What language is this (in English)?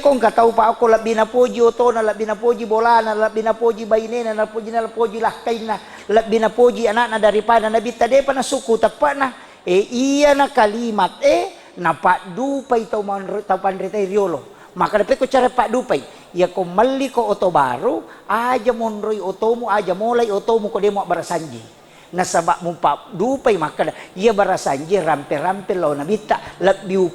Buginese